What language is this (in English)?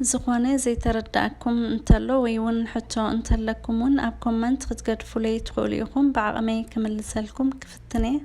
Tigrinya